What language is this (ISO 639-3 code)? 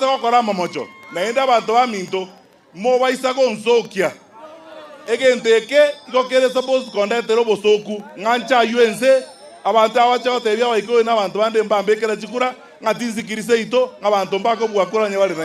guz